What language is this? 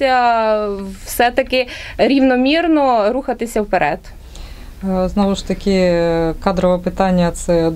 Ukrainian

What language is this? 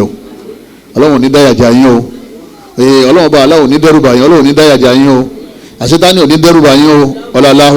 Yoruba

